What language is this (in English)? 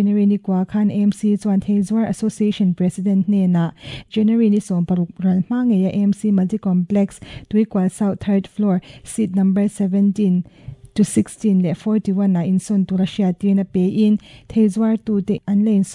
Mizo